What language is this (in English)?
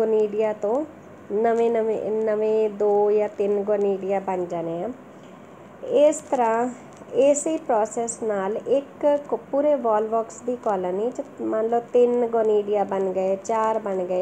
Punjabi